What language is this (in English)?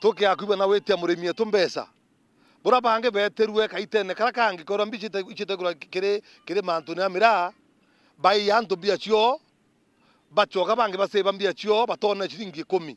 Meru